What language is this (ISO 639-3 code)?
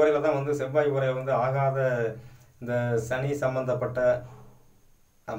tam